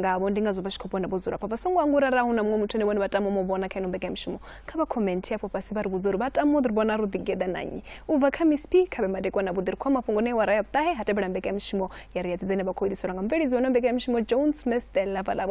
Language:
Venda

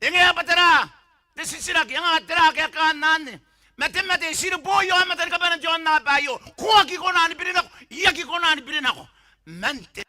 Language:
Gilbertese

